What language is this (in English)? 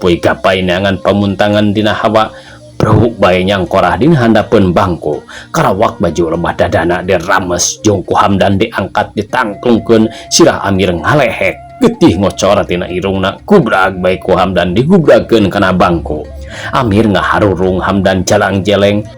Sundanese